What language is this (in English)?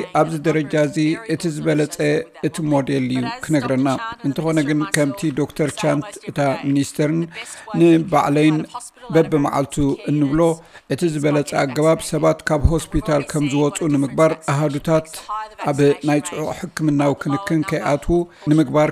Tigrinya